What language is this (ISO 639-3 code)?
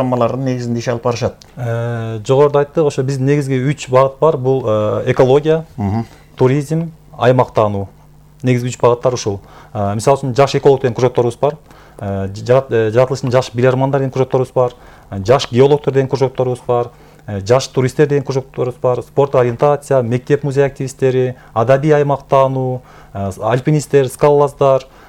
kir